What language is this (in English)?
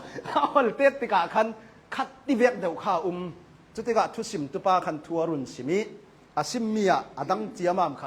Hakha Chin